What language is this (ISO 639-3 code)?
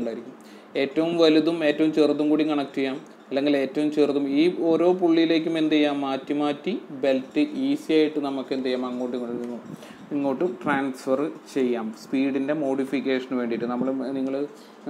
mal